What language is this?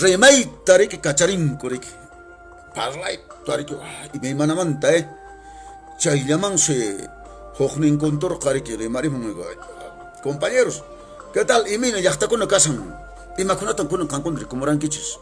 Quechua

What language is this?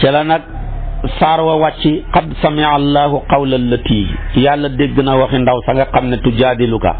Wolof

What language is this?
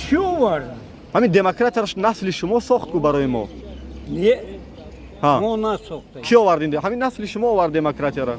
Tajik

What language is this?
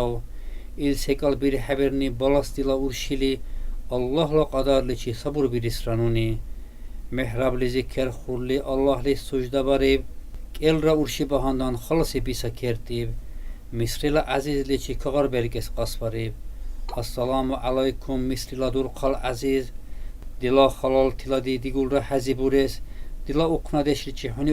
Dargwa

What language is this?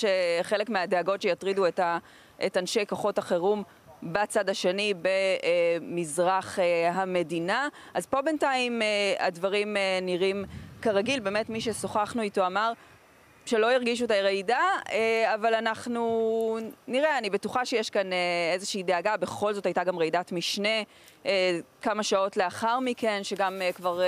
Hebrew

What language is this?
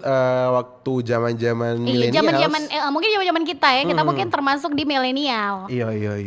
Manado Malay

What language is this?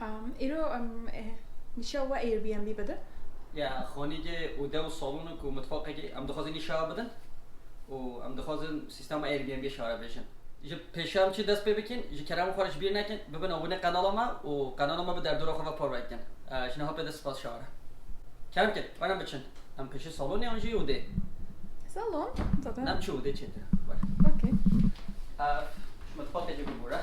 Kurdish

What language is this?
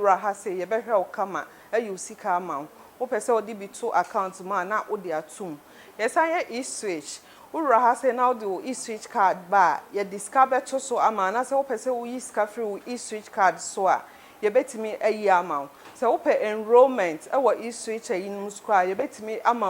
Akan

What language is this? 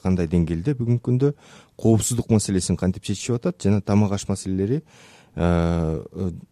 Kyrgyz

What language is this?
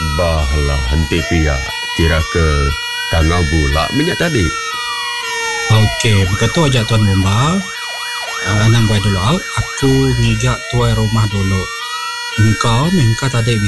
Iban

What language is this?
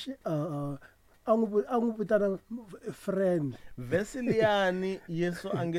Tsonga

